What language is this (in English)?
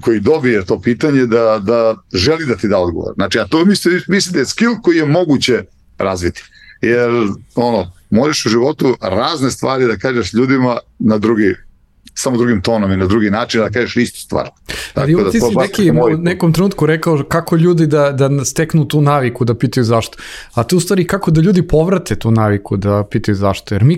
Serbian